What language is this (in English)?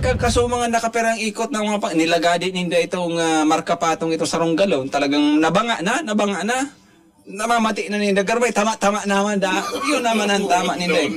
Bikol